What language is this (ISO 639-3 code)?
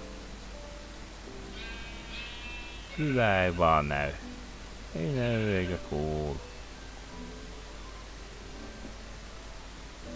fin